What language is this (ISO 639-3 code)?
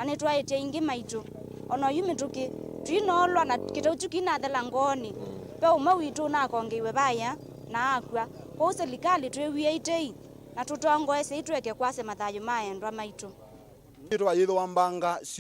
kam